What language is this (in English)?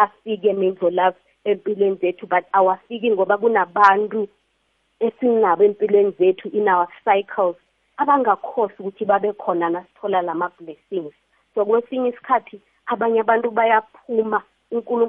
South Ndebele